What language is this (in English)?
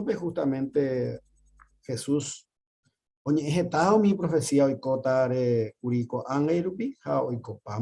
Guarani